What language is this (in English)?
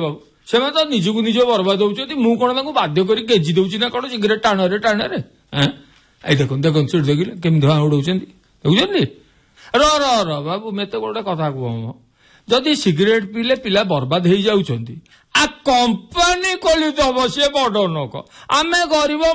Odia